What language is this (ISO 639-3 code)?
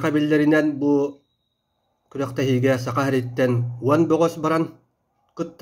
sah